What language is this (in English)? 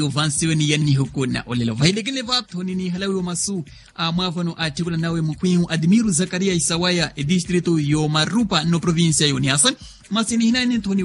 Makhuwa